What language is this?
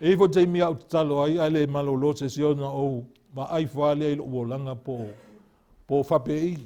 Samoan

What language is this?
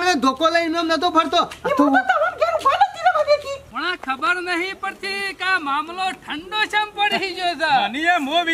Gujarati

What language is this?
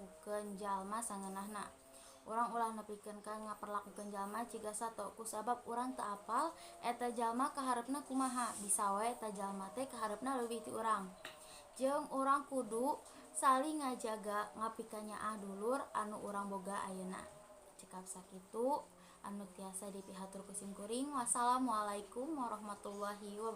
Sundanese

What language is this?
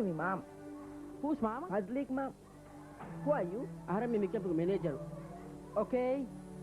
Divehi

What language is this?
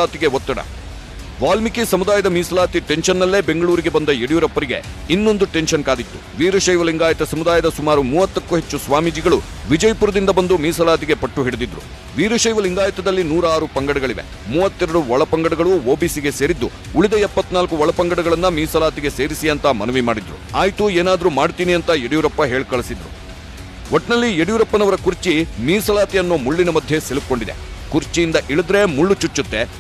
Kannada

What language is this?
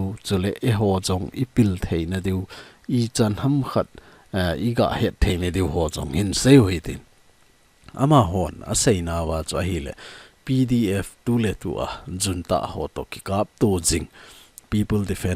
Thado Chin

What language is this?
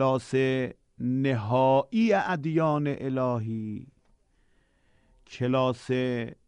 Persian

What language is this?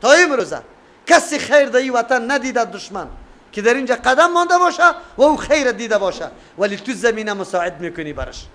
Persian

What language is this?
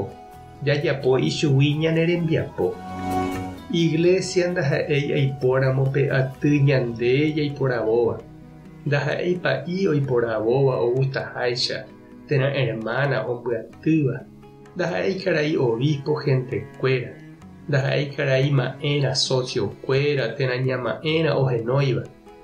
Guarani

